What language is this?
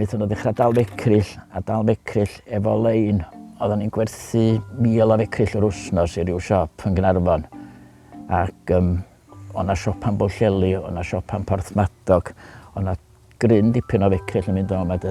Welsh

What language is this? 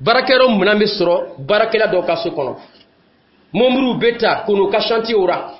Dyula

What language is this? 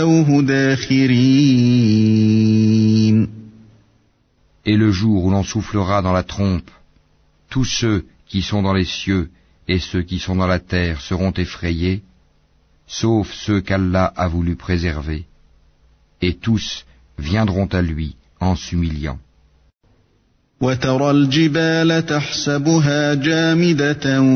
French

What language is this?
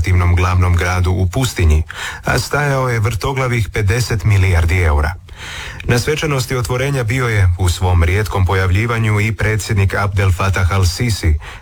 Croatian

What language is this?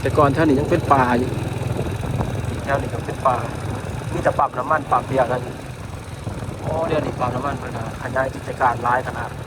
Lao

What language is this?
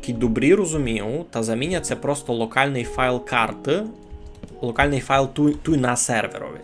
Rusyn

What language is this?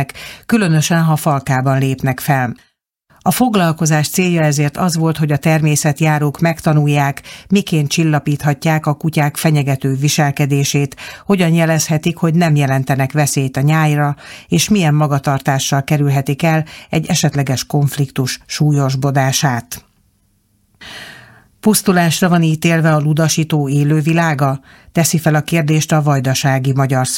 Hungarian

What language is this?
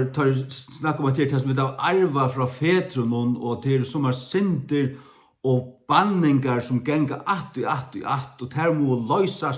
Faroese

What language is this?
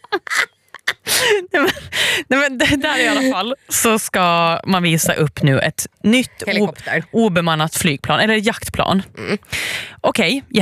Swedish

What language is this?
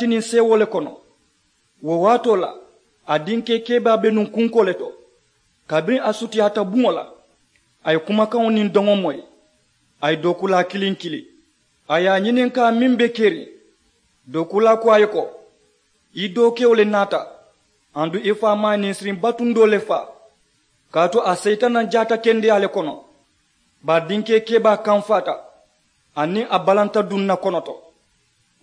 Mandingo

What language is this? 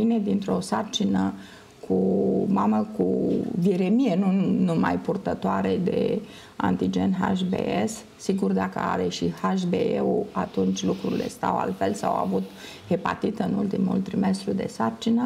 Romanian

